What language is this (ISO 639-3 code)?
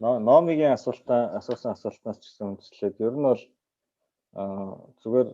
mon